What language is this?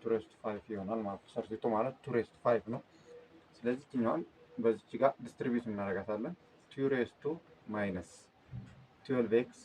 Amharic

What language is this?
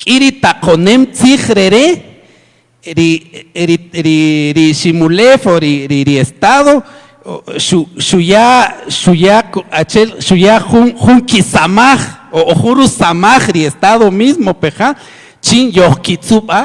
Kaqchikel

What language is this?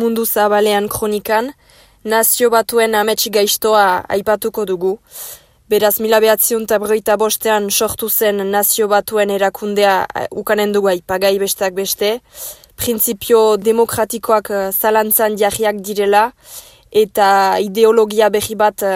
Basque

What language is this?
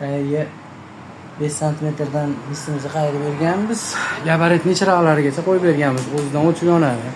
Uzbek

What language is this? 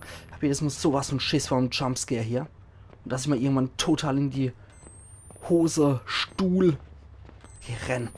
Palatine German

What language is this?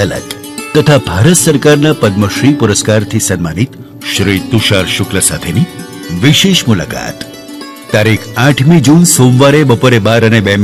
Gujarati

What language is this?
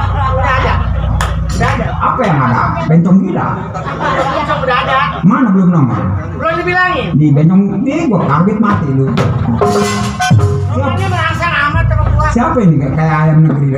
Betawi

